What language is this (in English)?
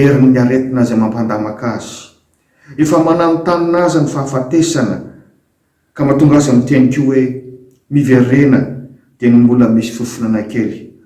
Malagasy